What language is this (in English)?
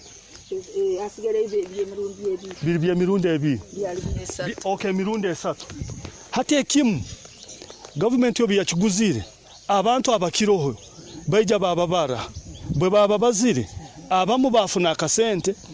Nyoro